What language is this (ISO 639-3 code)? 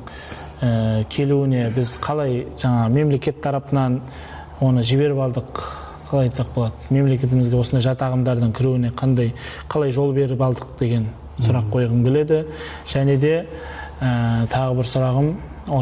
kaz